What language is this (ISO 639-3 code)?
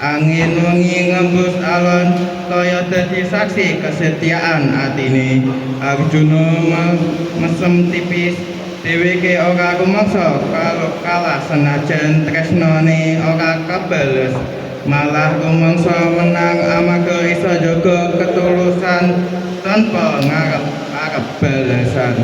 jav